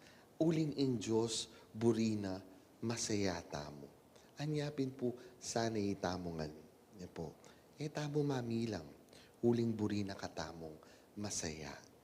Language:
Pampanga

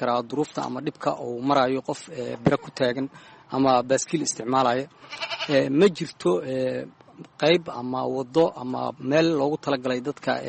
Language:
Somali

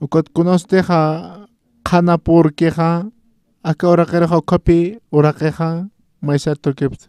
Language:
Aymara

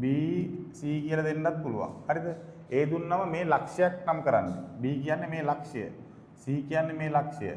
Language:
Sinhala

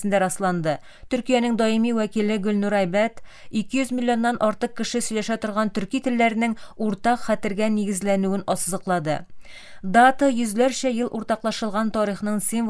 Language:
Tatar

